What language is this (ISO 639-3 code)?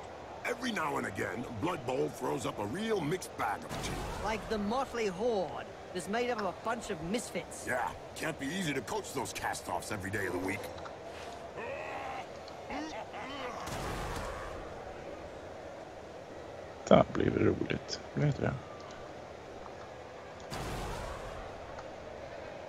swe